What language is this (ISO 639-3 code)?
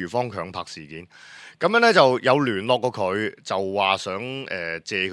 yue